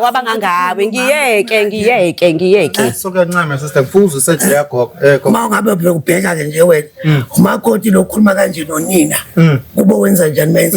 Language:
Zulu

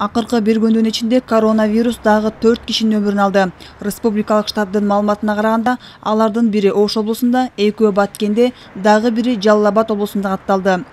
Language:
Kyrgyz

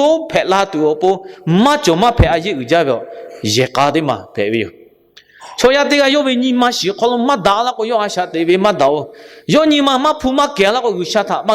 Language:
Lahu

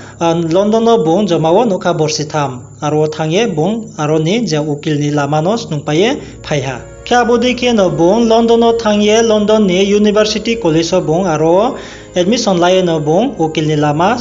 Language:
Riang (India)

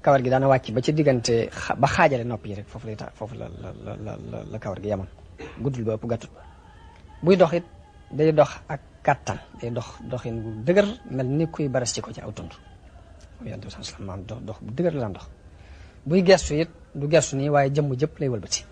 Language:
Wolof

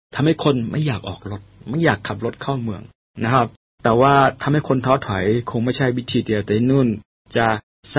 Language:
Thai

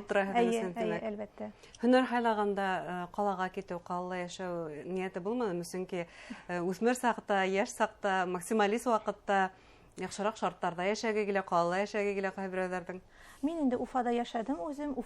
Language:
Bashkir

